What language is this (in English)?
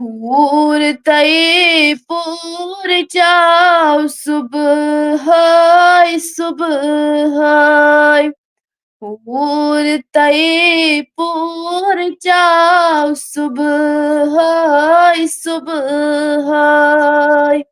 Kashmiri